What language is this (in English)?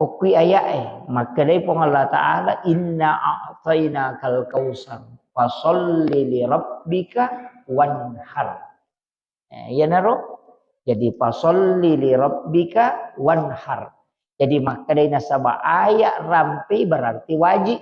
Buginese